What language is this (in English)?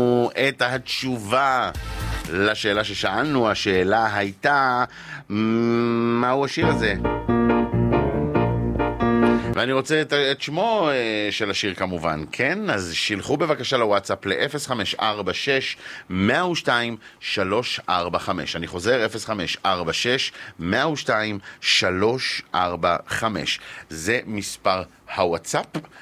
Hebrew